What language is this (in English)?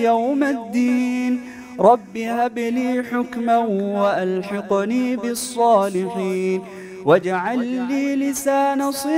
Arabic